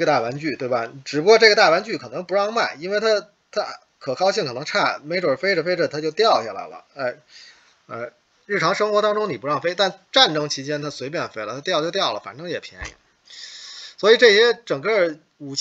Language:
Chinese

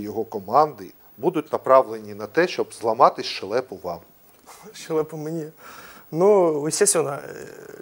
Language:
Ukrainian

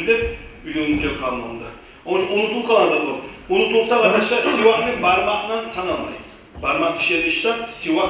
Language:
Kumyk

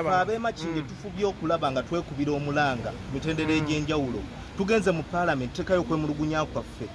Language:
Ganda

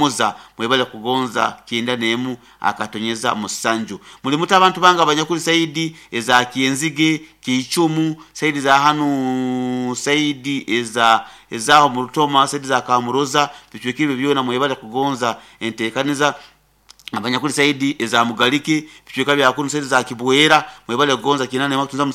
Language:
Nyoro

